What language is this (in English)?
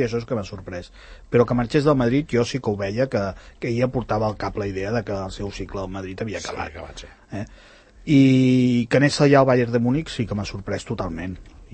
Catalan